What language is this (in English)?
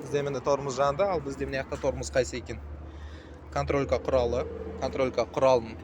Kazakh